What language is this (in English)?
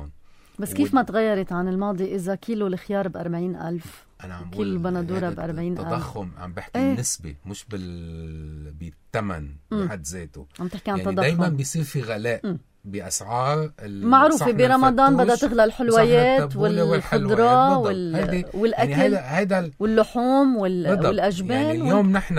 North Levantine Arabic